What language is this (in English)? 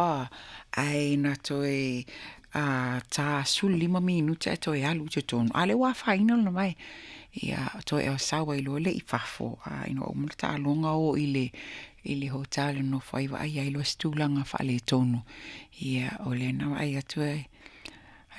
Samoan